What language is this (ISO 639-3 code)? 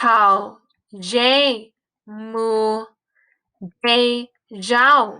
hmn